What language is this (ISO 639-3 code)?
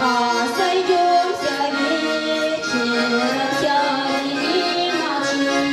chv